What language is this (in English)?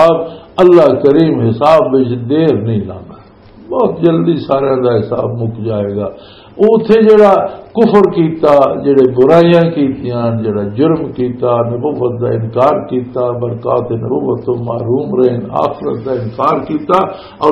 Western Panjabi